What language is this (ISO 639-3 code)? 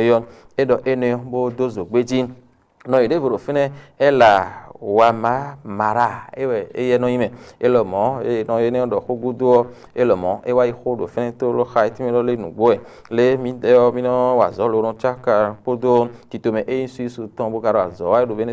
fon